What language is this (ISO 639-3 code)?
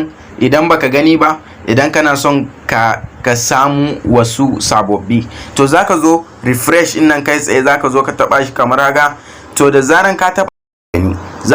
hau